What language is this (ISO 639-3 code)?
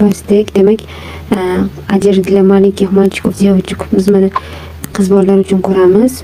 uzb